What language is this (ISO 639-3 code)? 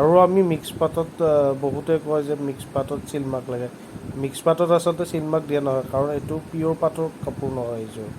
asm